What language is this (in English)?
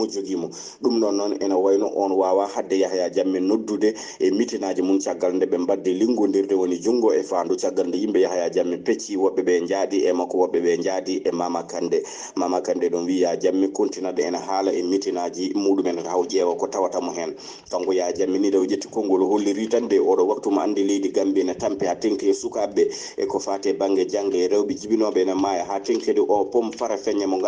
Fula